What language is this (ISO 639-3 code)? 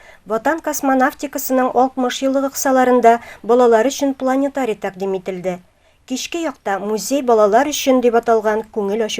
tat